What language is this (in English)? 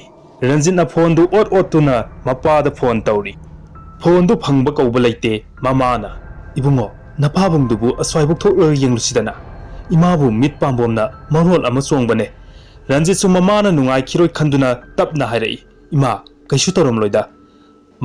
Manipuri